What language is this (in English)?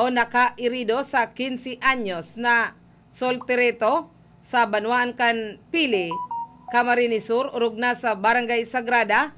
Bikol